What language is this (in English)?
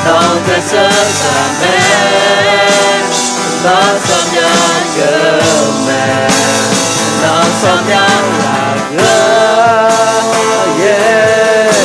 Akha